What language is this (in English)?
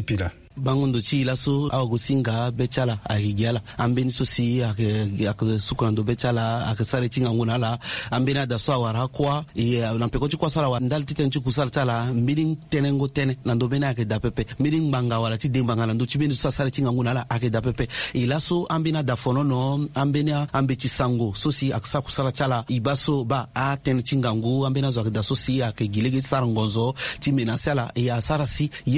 Sango